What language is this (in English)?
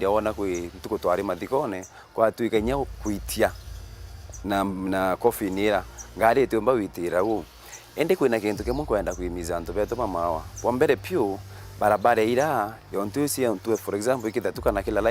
Meru